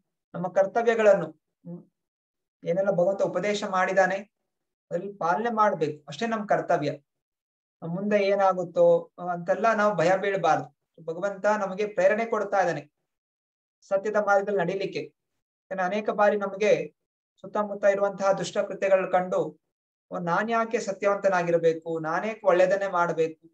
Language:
Kannada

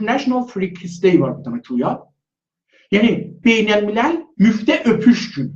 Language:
South Azerbaijani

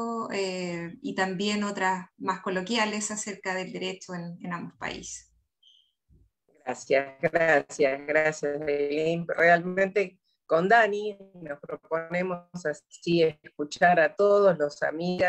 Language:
Spanish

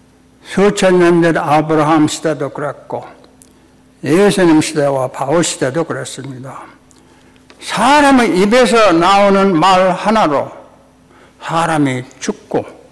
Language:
Korean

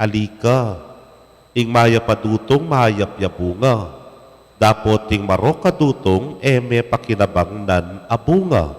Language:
Pampanga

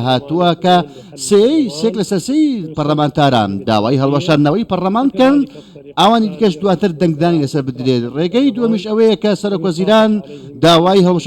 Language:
Central Kurdish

